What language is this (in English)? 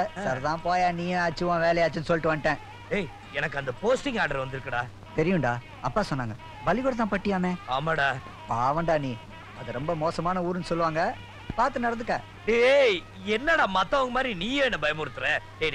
Tamil